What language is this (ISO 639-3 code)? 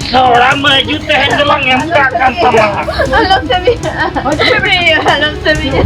sat